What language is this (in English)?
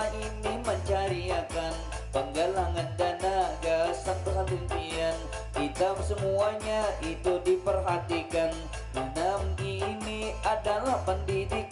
Banjar